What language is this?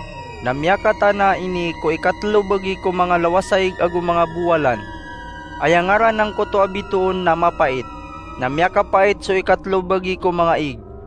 Maranao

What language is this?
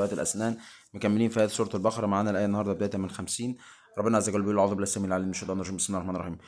Egyptian Arabic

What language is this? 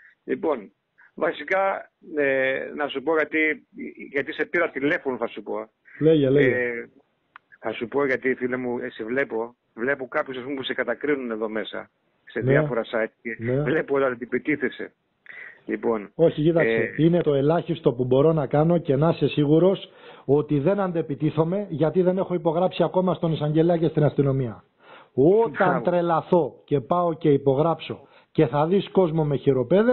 Greek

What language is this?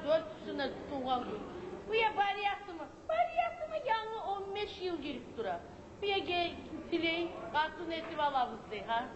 Kumyk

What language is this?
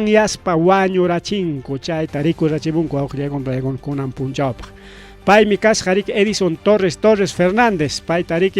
Ayacucho Quechua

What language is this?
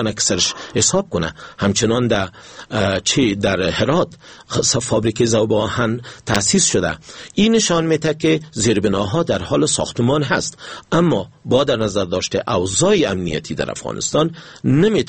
Persian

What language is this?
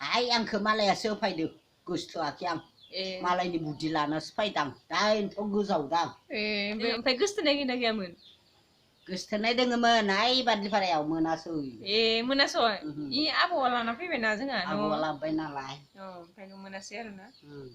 Bodo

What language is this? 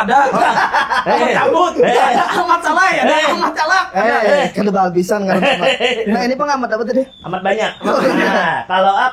Banjar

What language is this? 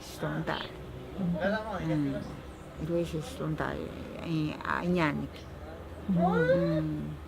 Ashéninka Perené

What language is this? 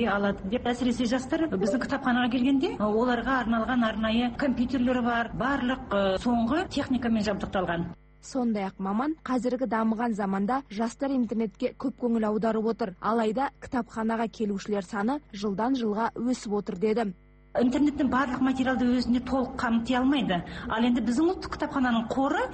Kazakh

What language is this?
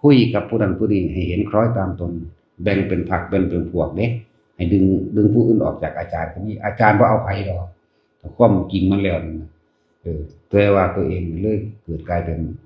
Northeastern Thai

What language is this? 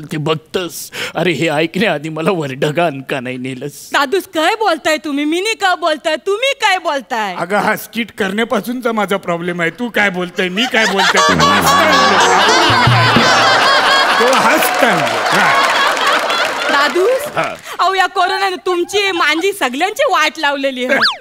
Marathi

